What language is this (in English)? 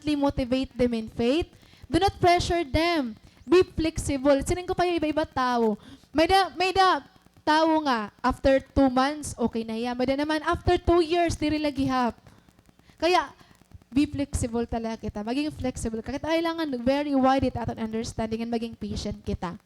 Waray